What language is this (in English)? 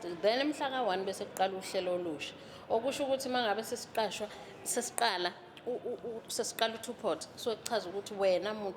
Zulu